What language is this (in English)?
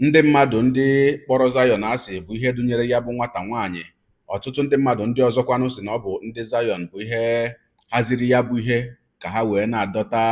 Igbo